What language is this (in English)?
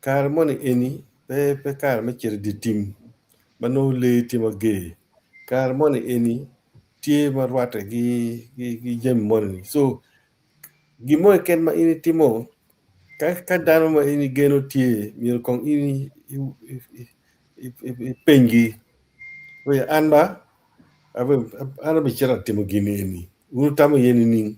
Acoli